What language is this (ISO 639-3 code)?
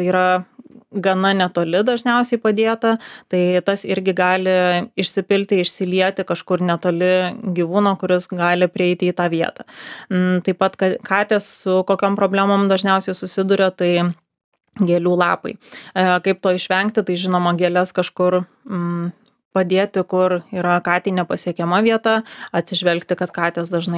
lit